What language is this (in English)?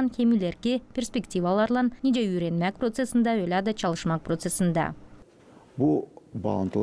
Gagauz